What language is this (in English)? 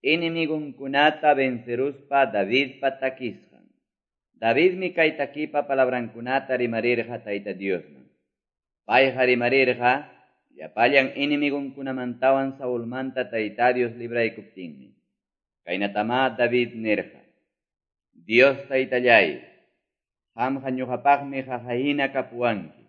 Quechua